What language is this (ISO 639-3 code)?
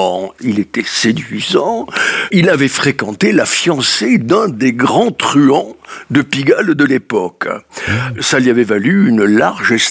fra